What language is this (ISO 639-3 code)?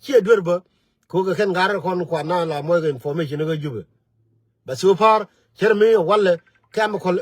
nus